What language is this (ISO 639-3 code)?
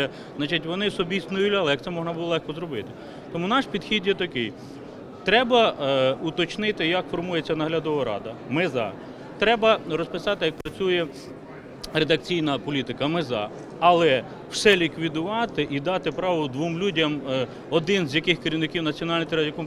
ukr